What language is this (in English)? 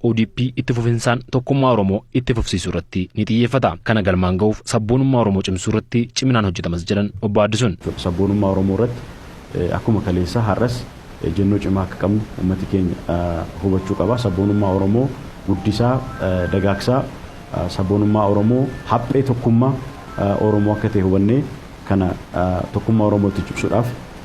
Oromo